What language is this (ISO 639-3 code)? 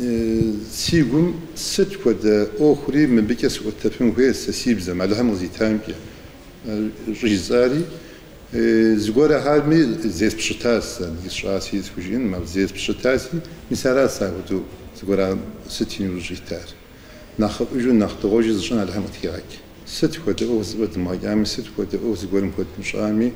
kbd